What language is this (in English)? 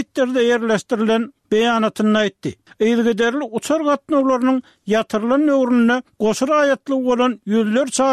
Turkmen